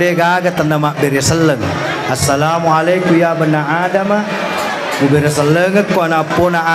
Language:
Buginese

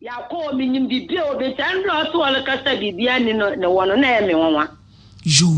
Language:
Akan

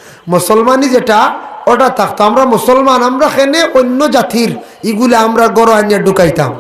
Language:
Sylheti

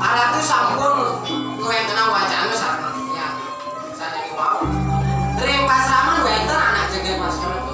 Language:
Balinese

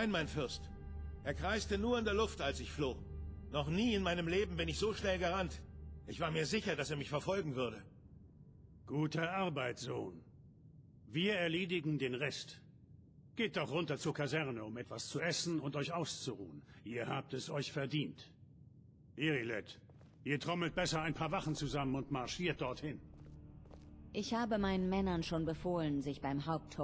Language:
German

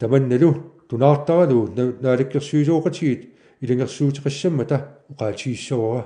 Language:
Kalaallisut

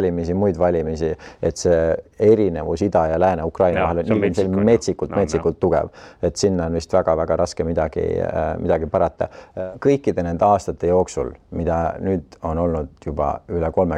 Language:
Estonian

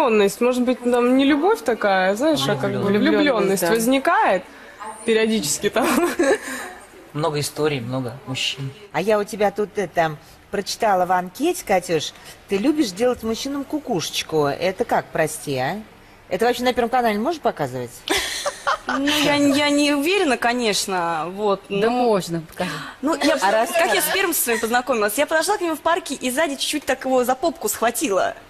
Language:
Russian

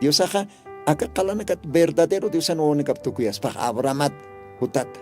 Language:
Aymara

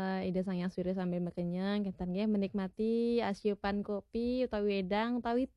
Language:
Balinese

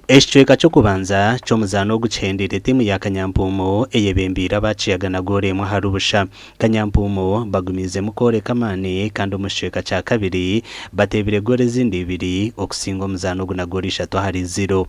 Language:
Nyankole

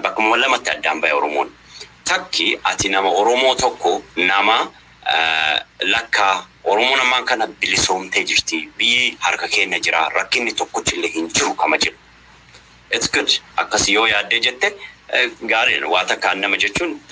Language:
Oromo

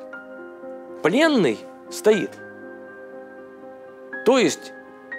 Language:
Russian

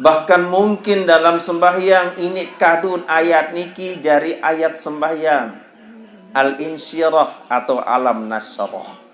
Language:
Sasak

